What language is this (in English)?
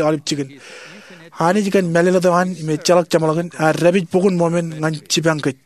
Marshallese